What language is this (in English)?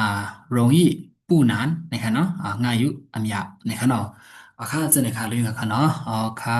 Shan